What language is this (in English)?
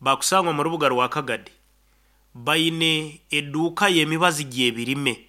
Nyankole